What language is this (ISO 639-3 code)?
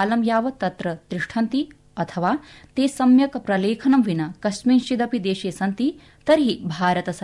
san